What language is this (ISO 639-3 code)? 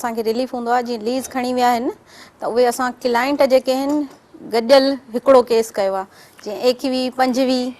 snd